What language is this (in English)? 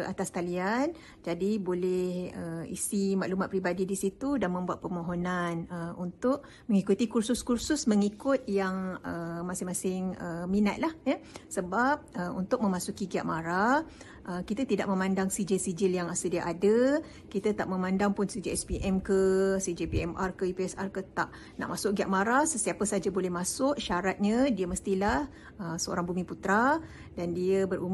Malay